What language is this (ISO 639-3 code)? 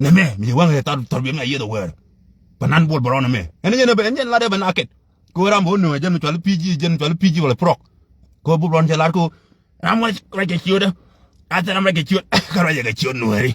nus